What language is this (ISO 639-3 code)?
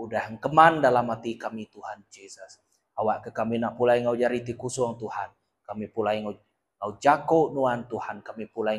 iba